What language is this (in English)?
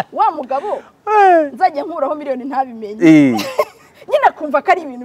Kinyarwanda